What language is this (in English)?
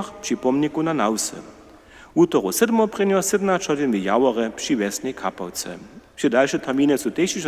Upper Sorbian